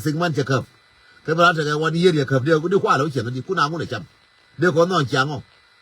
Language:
Nuer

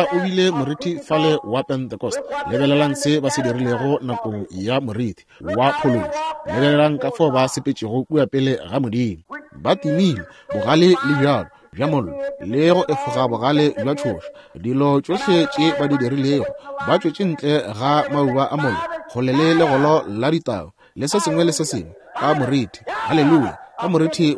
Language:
Northern Sotho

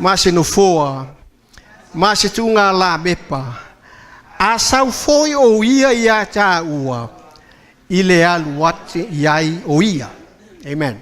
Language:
Samoan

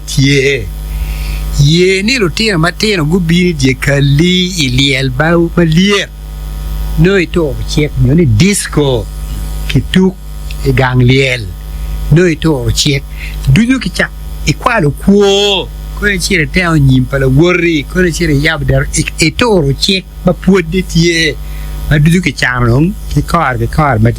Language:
Acoli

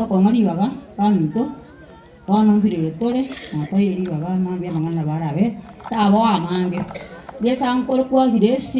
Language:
Gusii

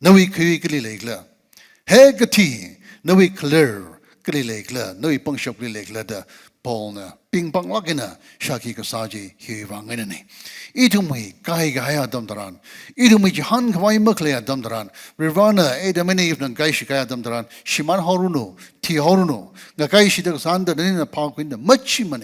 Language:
Tangkhul Naga (India)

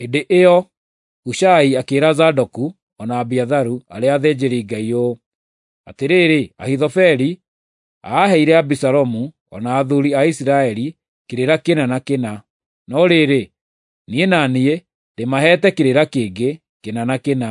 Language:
Kikuyu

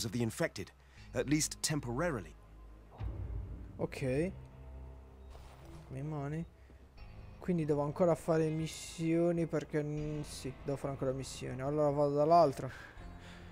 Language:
Italian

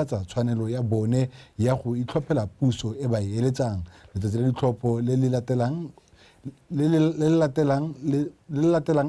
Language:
Tswana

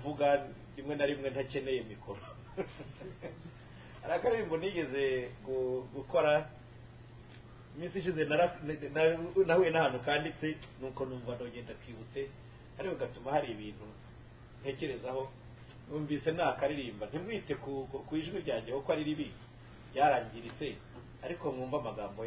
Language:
Kinyarwanda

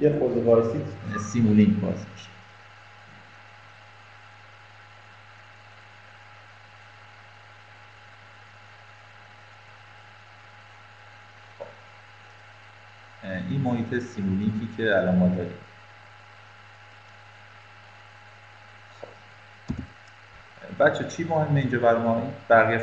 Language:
Persian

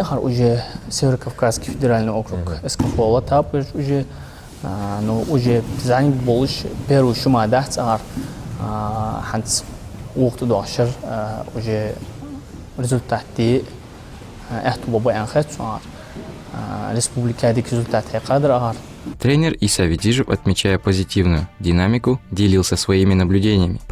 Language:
Ingush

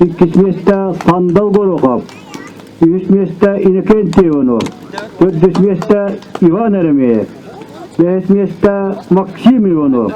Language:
Yakut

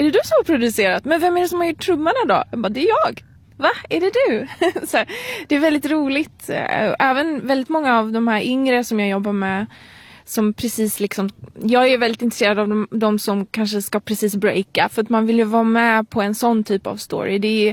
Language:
Swedish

